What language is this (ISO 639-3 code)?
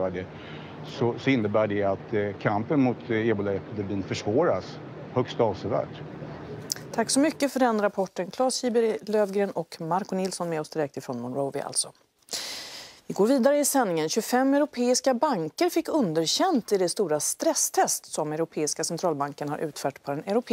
swe